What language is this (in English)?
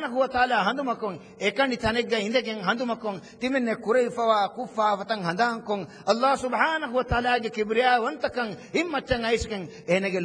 Divehi